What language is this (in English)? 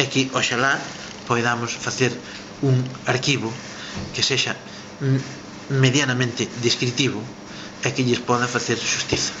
Galician